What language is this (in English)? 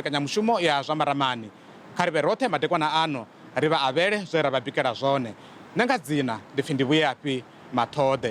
Venda